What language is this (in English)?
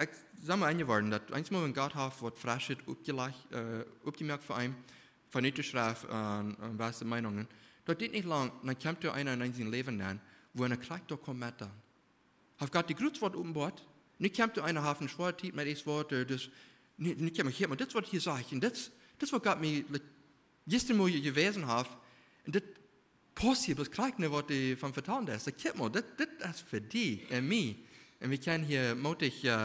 Plautdietsch